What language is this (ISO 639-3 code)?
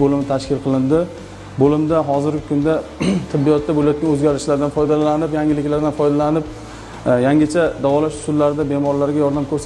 uzb